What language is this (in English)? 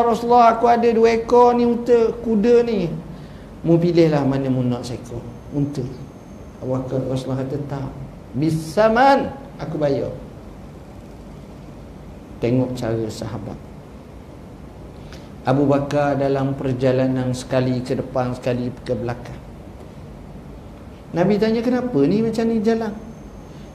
Malay